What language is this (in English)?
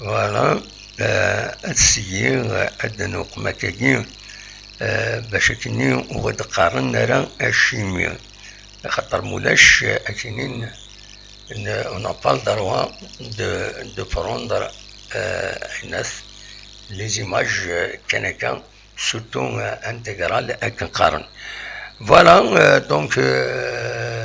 Kabyle